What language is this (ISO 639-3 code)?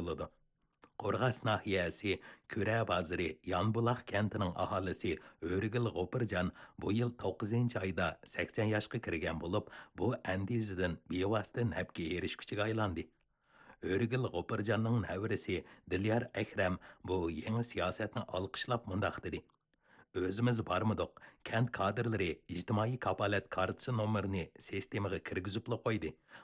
uig